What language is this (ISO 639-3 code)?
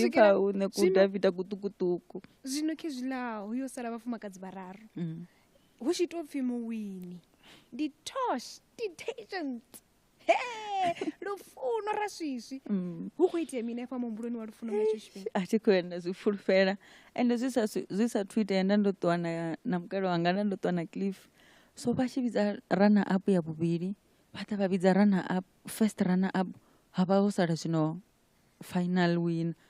ven